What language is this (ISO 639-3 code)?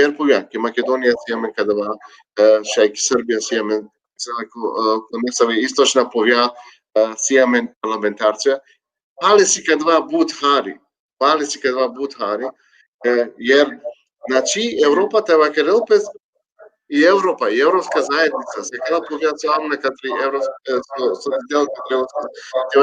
rmn